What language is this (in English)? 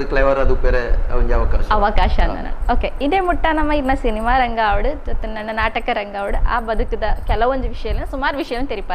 Tulu